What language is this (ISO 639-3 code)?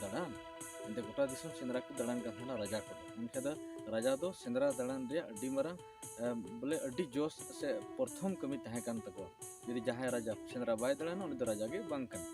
sat